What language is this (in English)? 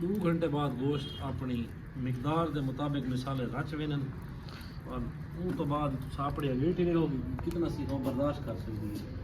Saraiki